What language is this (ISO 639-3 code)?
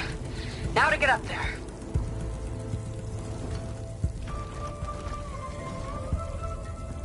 eng